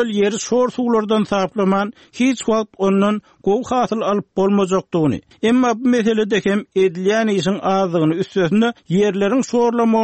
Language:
Turkmen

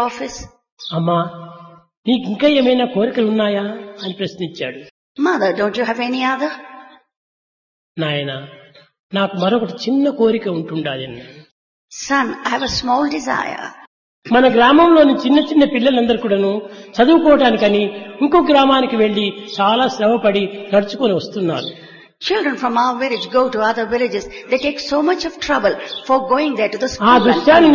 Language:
Telugu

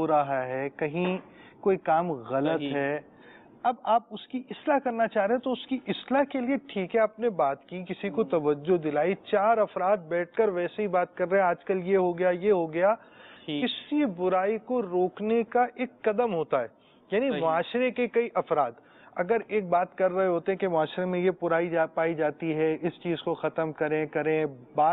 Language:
Urdu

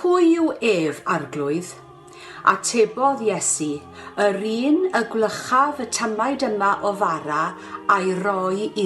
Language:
Welsh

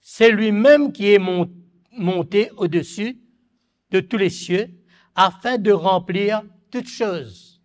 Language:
Morisyen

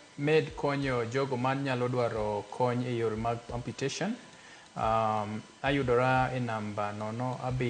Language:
Luo (Kenya and Tanzania)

